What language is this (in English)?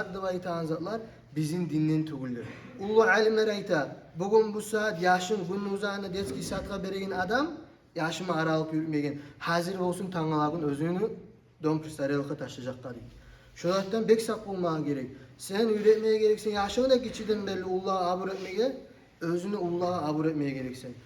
Kumyk